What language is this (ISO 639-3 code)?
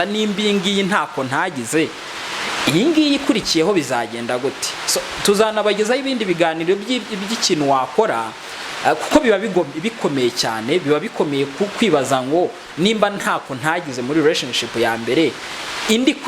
kin